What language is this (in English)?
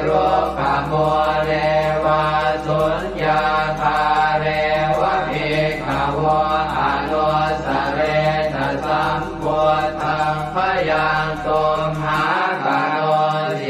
Pali